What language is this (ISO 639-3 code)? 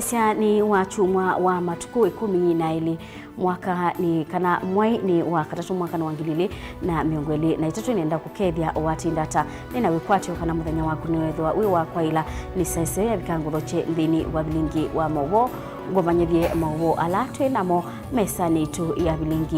kam